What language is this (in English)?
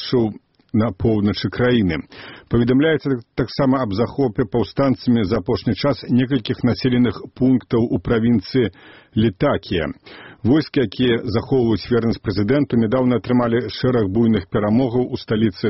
Belarusian